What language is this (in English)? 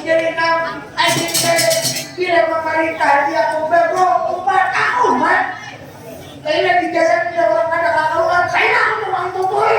Banjar